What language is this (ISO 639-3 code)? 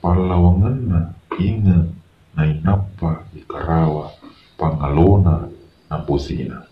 bug